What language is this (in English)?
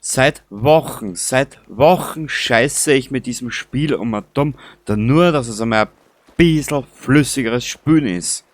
Bavarian